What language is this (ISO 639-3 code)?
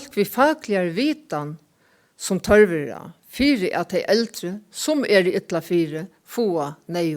fao